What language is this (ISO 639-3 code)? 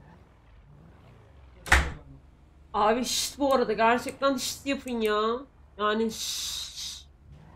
tur